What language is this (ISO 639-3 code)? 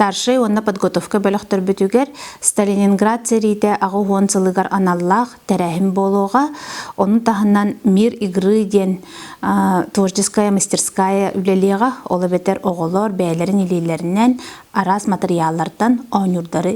sah